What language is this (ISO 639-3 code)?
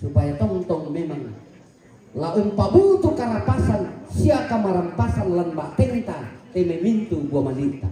sda